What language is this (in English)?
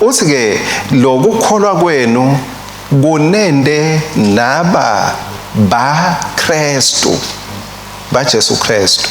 Swati